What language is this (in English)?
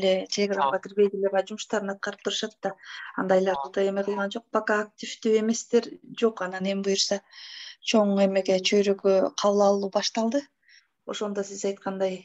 Kyrgyz